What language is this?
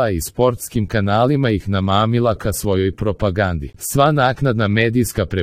Serbian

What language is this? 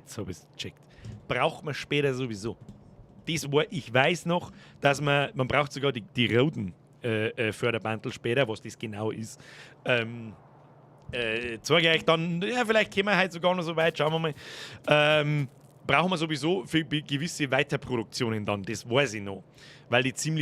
Bavarian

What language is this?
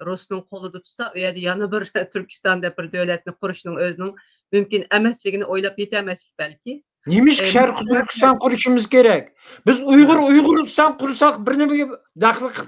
Uyghur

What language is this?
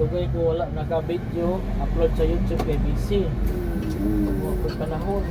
Cebuano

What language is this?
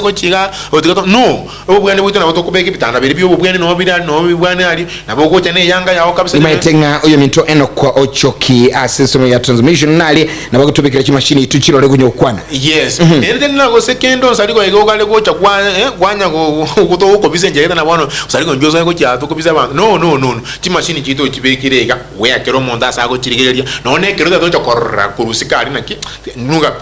Gusii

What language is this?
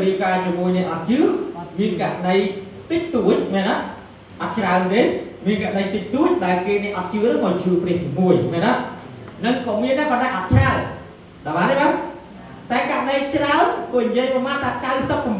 Khmer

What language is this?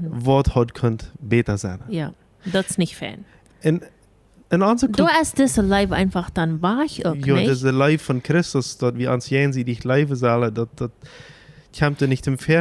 Plautdietsch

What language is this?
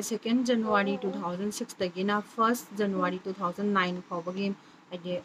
Manipuri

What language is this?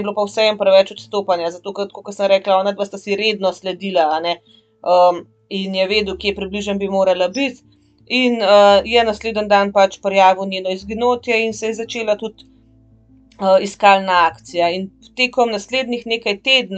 Slovenian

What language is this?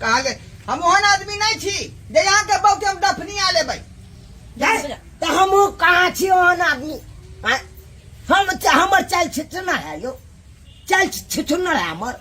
Maithili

